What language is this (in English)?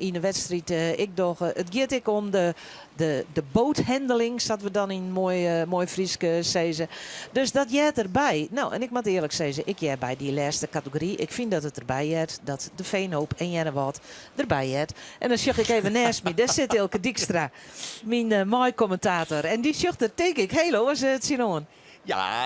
Western Frisian